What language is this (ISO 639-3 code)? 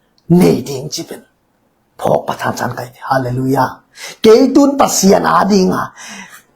ctd